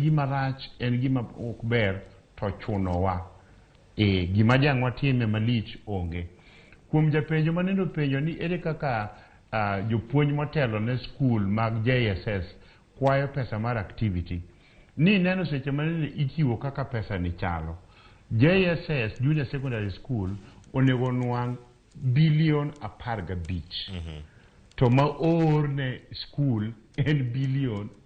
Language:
Luo (Kenya and Tanzania)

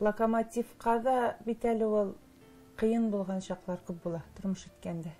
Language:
Tatar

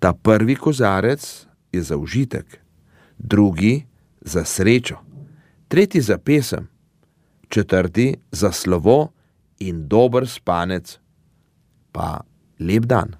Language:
Slovenian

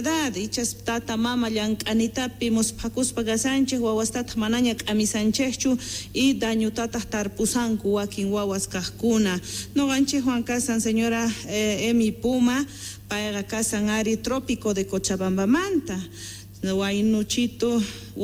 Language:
Quechua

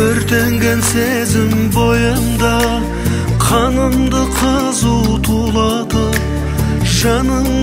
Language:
Kara-Kalpak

